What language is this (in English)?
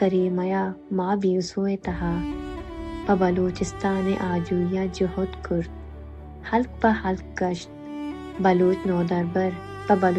Baluchi